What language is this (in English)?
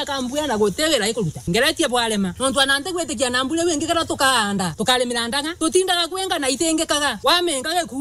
Meru